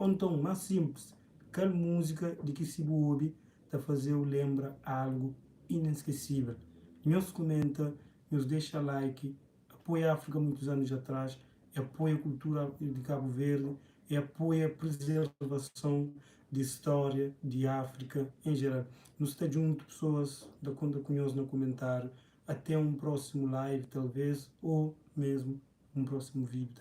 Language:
Kabuverdianu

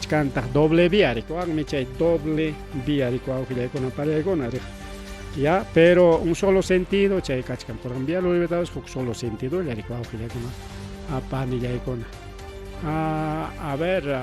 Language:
Ayacucho Quechua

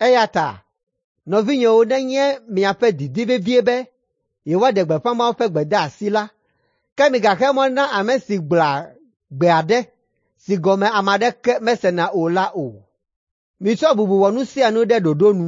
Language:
Ewe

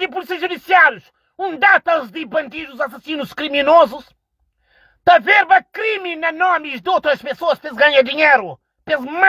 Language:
Kabuverdianu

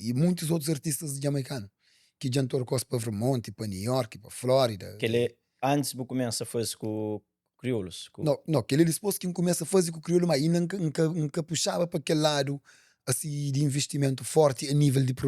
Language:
Kabuverdianu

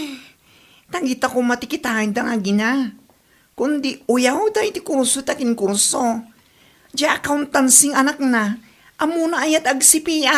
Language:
Iloko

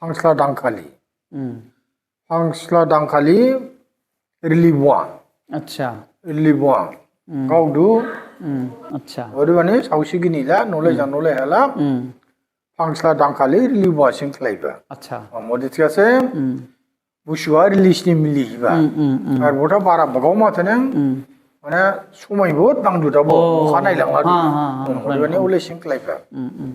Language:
Dimasa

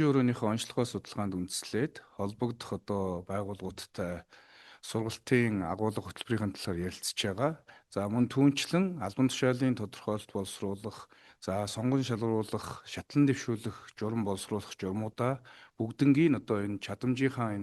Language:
Mongolian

